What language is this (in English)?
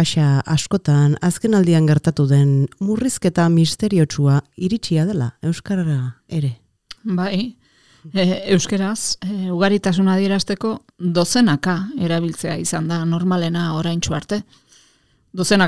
Basque